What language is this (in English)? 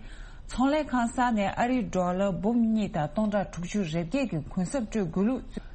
Tibetan